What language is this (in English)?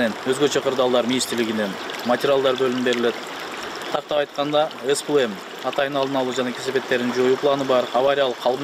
Kyrgyz